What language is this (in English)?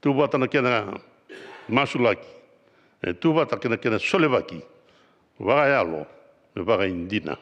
Fijian